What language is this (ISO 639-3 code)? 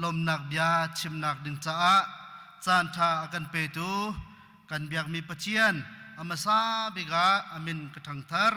cnh